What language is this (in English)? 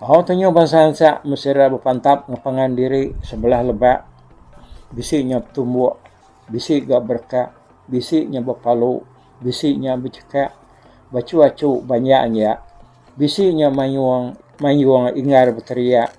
Iban